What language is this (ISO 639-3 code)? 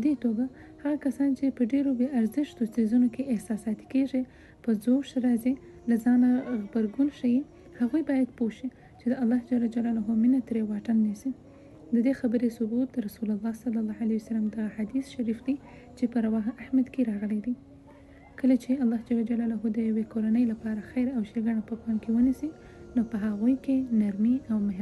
pus